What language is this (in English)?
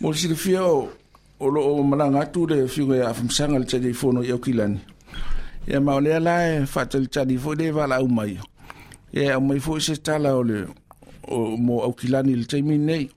Samoan